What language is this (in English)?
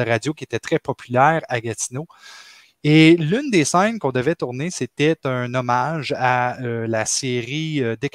French